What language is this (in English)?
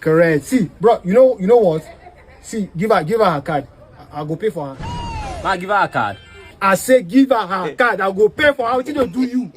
Nigerian Pidgin